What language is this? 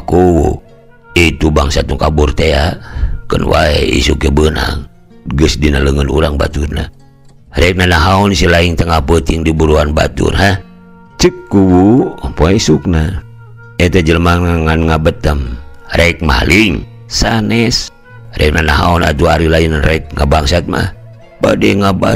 Sundanese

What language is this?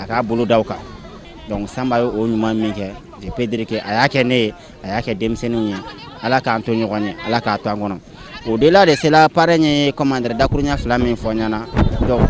Bambara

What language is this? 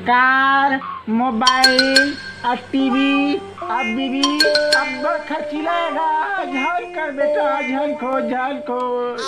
Chhattisgarhi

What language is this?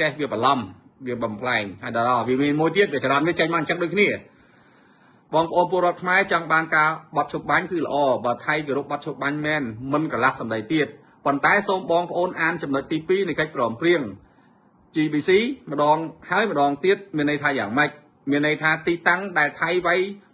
Khmer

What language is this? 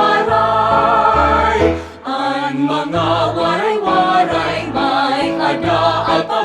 Waray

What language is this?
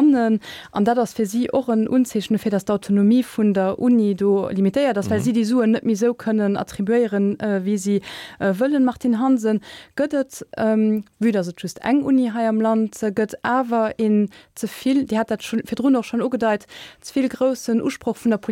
Luxembourgish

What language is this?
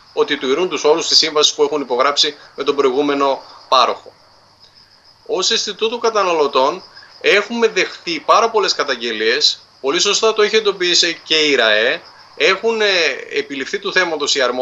Greek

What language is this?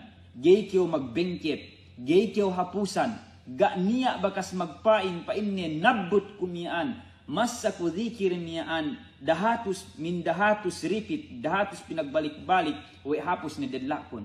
Yakan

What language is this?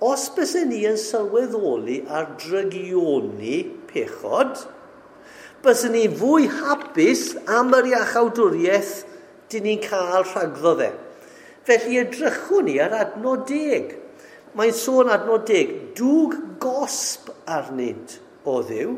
Welsh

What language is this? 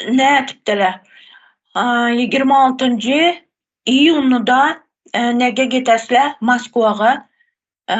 Turkmen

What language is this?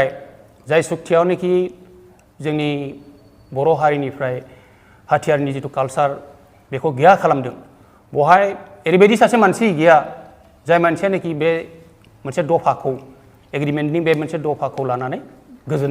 Bodo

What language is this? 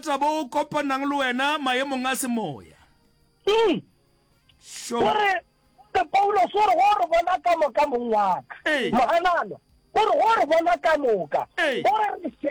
Northern Sotho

